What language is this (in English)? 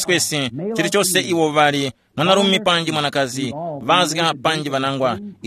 Tumbuka